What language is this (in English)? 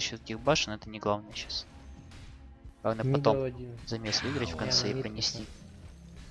Russian